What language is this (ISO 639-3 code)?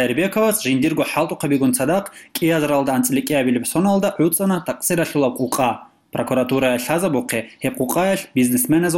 ava